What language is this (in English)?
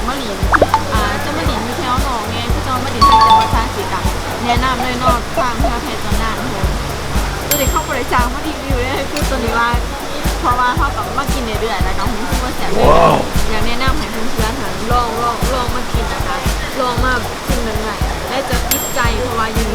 Lao